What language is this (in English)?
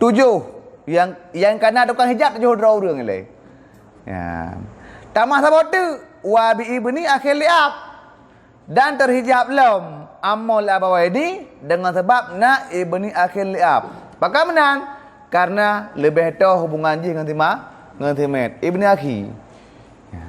Achinese